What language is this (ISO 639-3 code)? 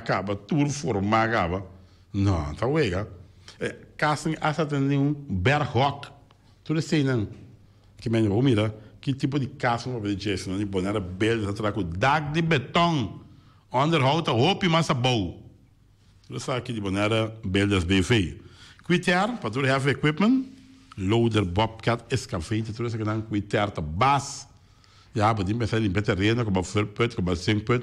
pap